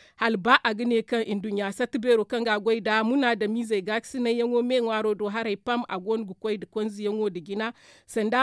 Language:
Zarma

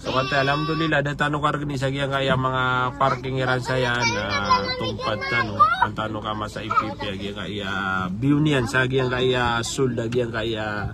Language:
Maranao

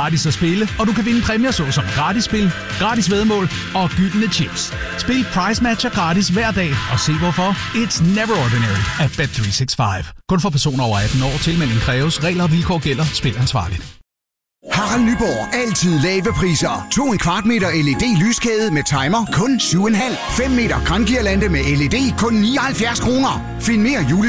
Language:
Danish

